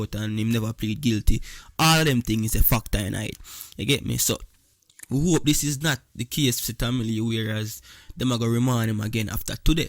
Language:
Jamaican Creole English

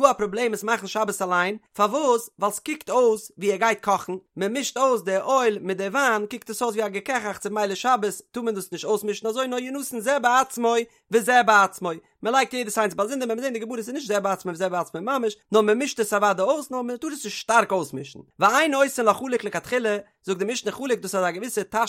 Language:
Yiddish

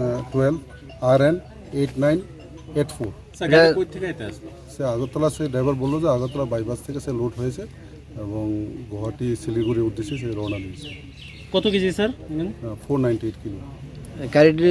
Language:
Riang (India)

